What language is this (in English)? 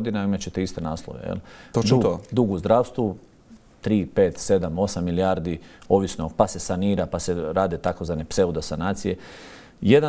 Croatian